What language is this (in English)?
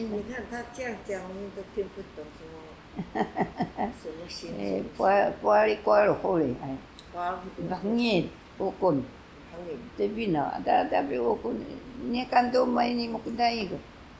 Taroko